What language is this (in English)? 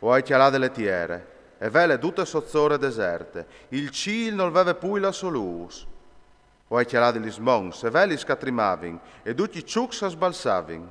Friulian